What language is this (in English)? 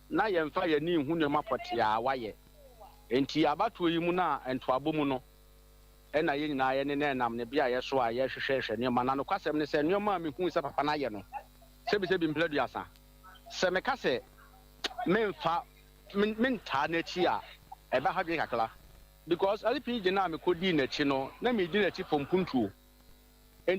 Akan